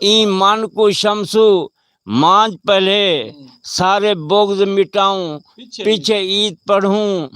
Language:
Saraiki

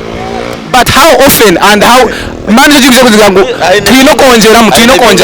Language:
Nyankole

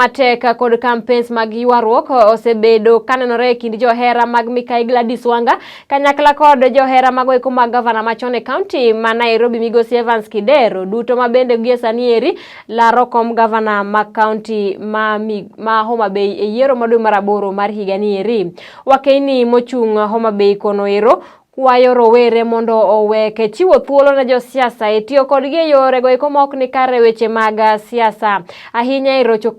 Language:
Luo (Kenya and Tanzania)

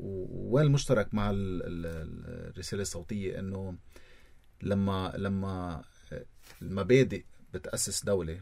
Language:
North Levantine Arabic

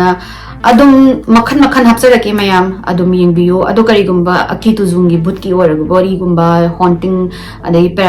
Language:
Manipuri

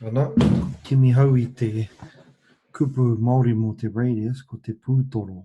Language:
Māori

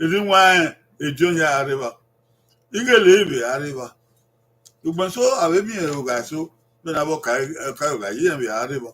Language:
Bini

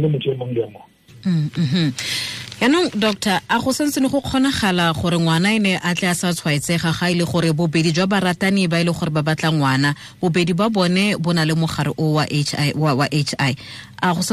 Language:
Tswana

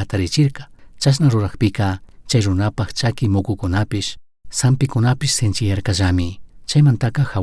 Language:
Chimborazo Highland Quichua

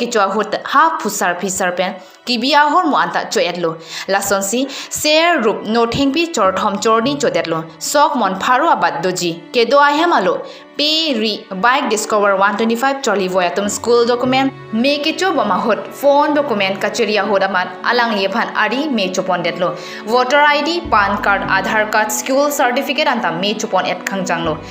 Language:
Karbi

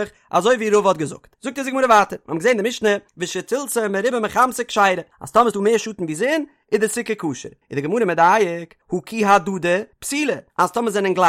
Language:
Yiddish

